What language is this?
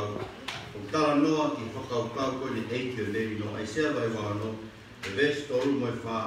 Tongan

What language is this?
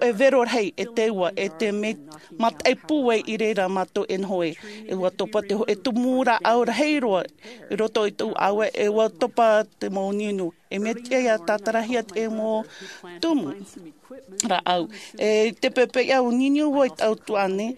Tahitian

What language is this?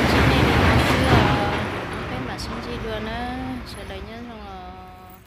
Hmong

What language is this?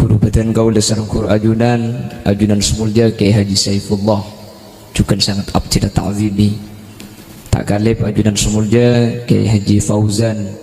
Madurese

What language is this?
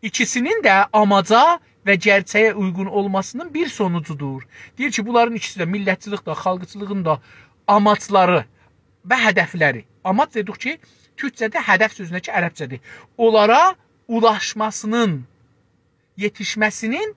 South Azerbaijani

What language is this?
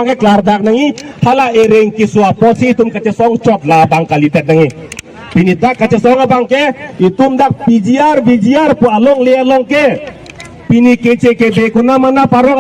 Karbi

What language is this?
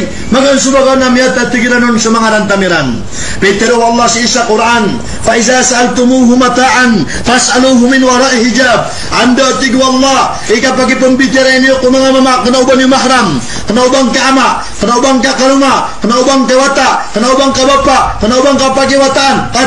Maranao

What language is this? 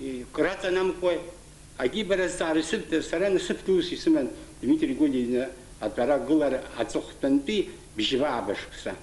Abkhazian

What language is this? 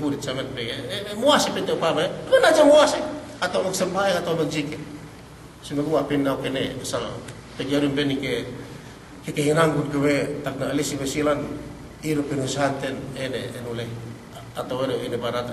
Yakan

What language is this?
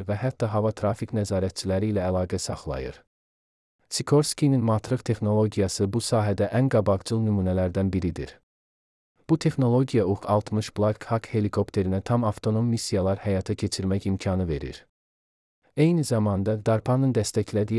Azerbaijani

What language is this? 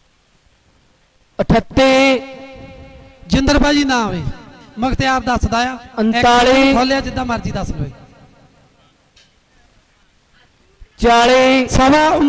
Punjabi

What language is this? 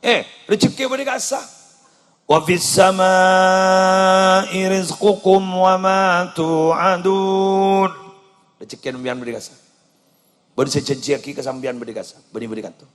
Madurese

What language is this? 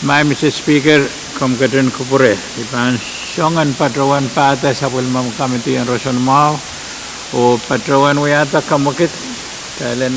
Pohnpeian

